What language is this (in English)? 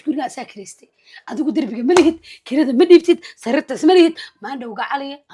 Somali